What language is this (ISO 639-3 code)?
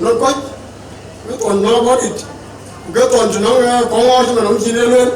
din